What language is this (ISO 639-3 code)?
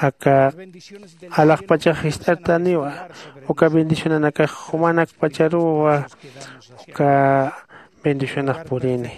aym